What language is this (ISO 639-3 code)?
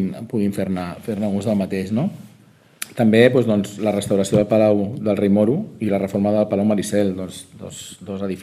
cat